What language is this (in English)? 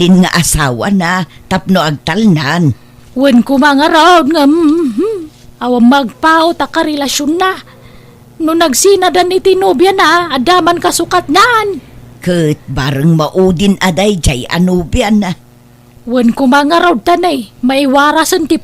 Iloko